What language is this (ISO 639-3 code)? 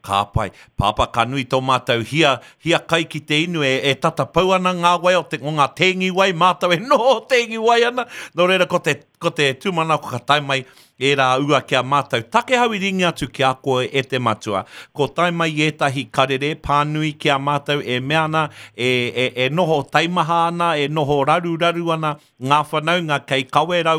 mri